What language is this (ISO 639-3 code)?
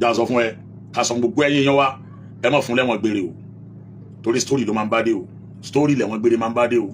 yor